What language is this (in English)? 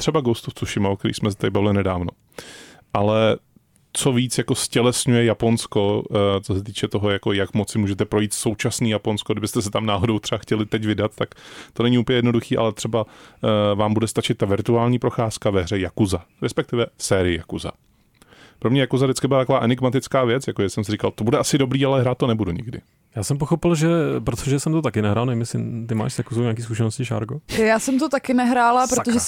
Czech